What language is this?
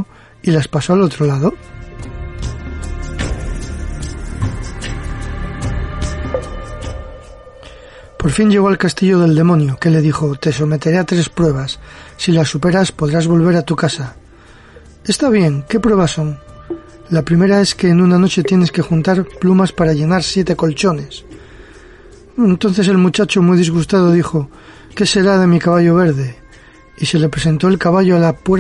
Spanish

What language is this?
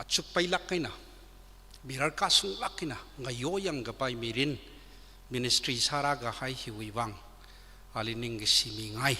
Tangkhul Naga (India)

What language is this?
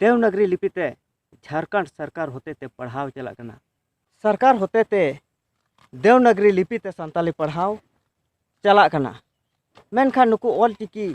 Santali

